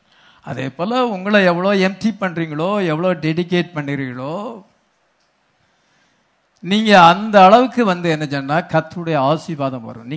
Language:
Tamil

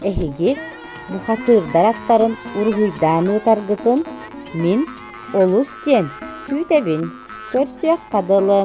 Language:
Yakut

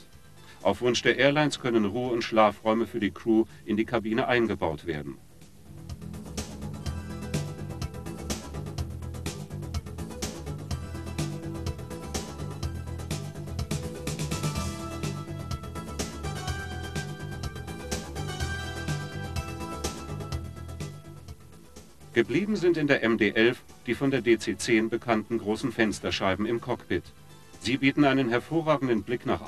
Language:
German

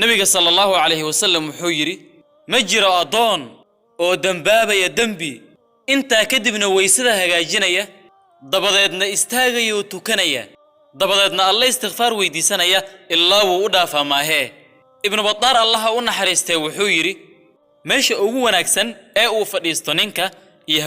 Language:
Somali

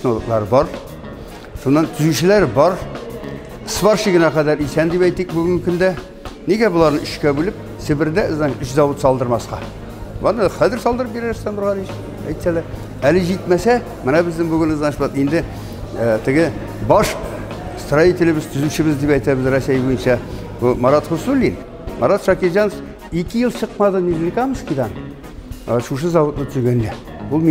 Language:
Tatar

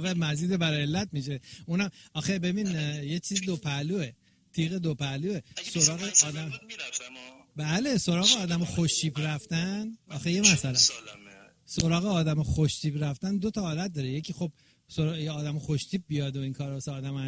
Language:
Persian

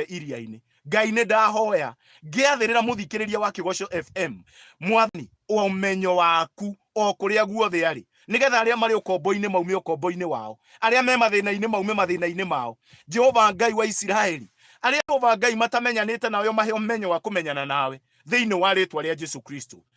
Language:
Kikuyu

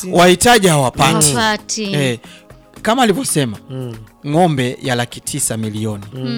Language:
Swahili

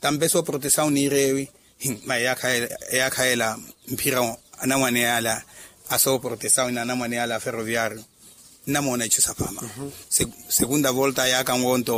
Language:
Makhuwa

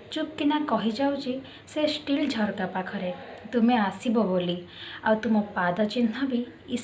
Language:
Odia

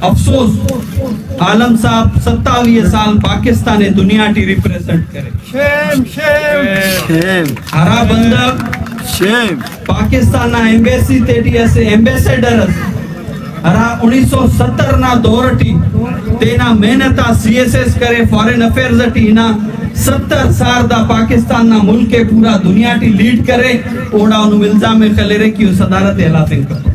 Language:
Brahui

